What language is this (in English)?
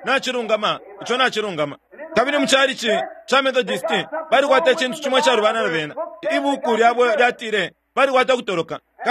Bemba